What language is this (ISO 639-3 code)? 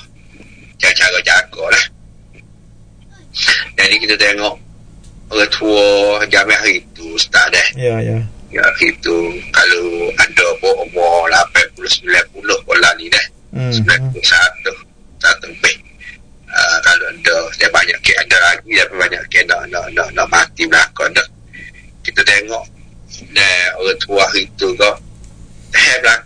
msa